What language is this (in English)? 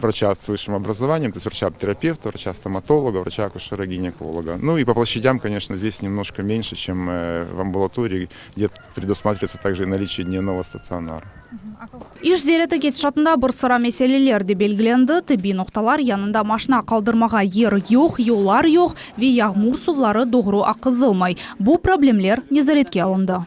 Crimean Tatar